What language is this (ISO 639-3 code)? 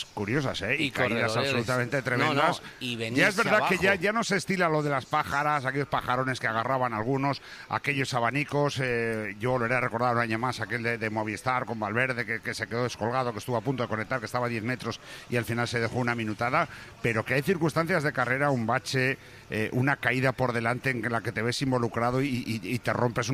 spa